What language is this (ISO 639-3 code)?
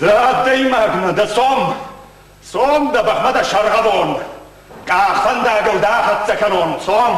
oss